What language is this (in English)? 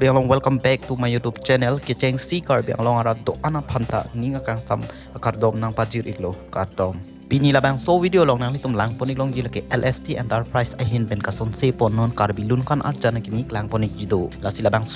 Karbi